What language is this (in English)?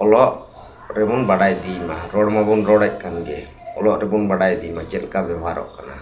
Santali